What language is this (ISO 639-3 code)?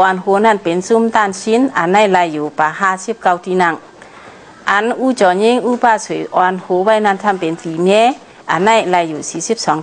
shn